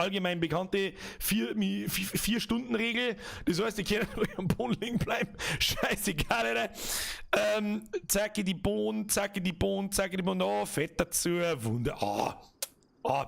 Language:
Bavarian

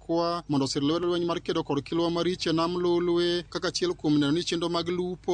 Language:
Luo (Kenya and Tanzania)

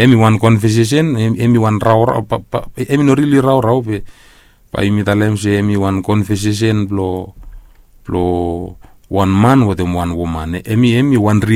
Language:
Bislama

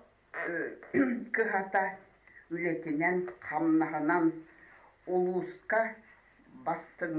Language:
Yakut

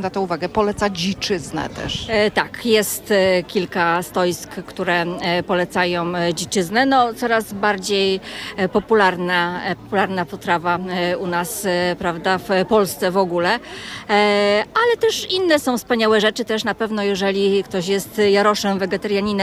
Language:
Polish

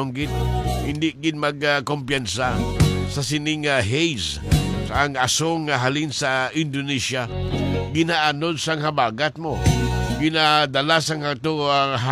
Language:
Hiligaynon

